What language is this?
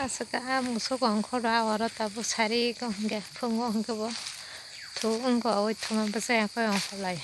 Kok Borok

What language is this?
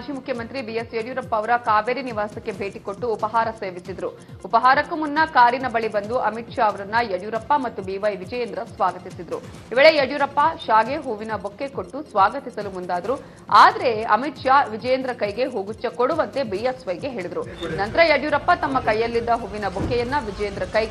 Kannada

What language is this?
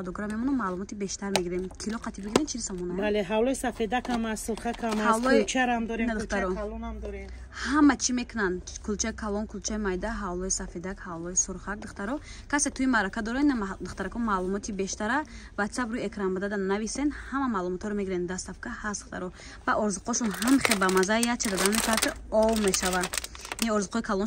Tajik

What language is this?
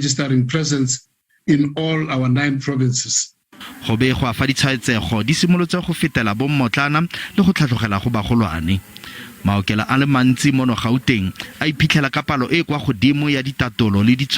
Tswana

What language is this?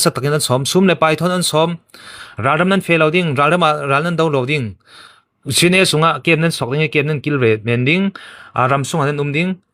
Falam Chin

